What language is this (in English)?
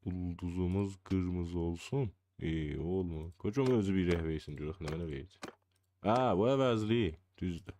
South Azerbaijani